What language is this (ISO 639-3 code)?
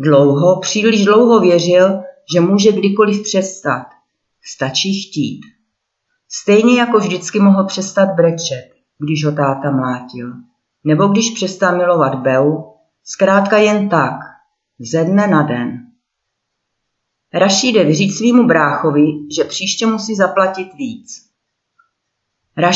ces